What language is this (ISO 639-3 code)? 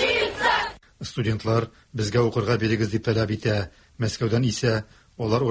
tat